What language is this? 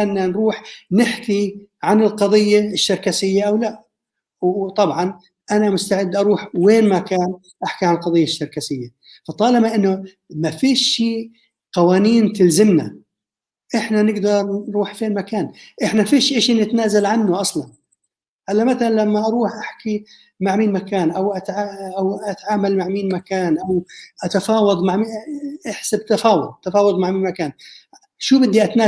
North Levantine Arabic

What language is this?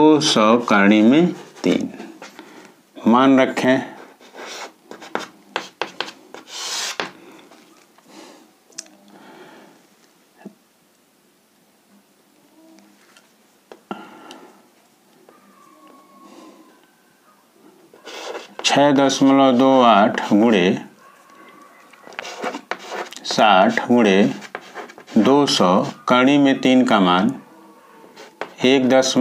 Hindi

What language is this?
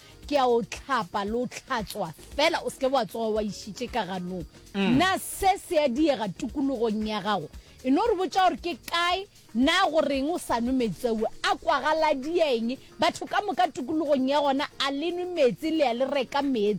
Northern Sotho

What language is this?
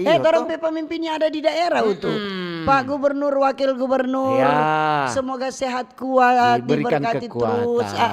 Manado Malay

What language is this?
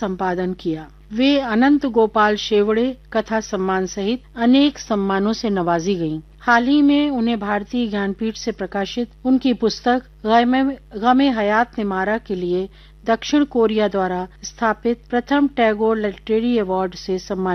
Hindi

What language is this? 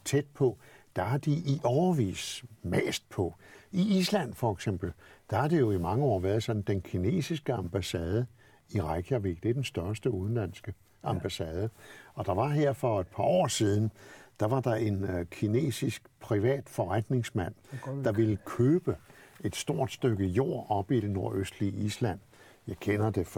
Danish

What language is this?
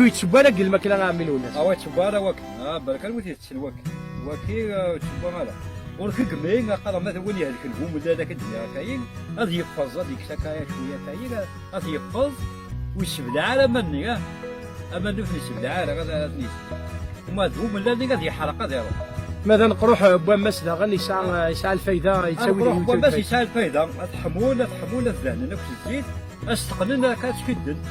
Kabyle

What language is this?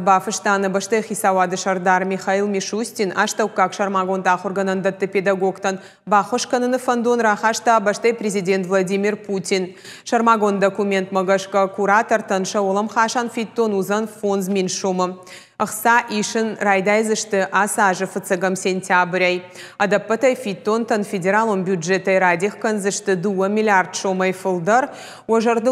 Ossetic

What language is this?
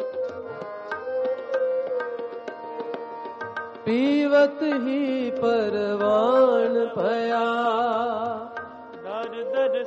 Punjabi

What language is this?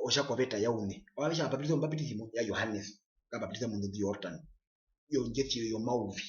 Herero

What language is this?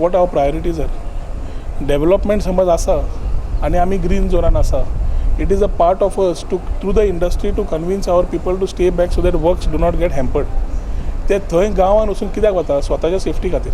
Konkani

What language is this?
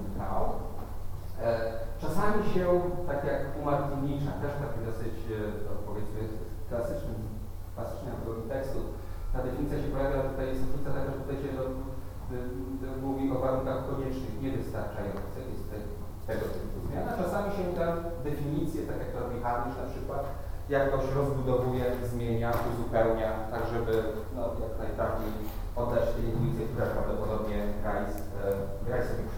Polish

